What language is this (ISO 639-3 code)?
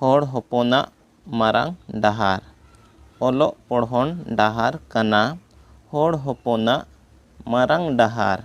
sat